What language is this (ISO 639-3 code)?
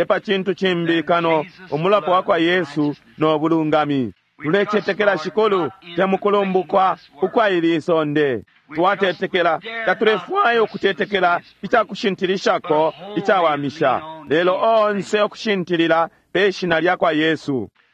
bem